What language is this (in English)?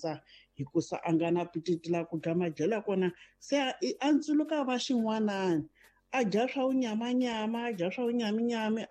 Tsonga